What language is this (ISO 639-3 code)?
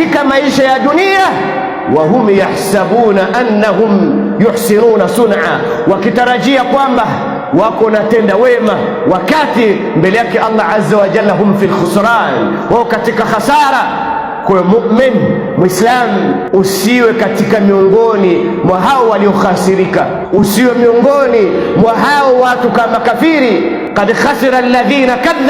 swa